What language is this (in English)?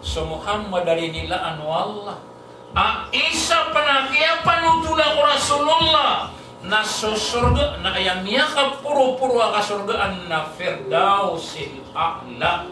Maranao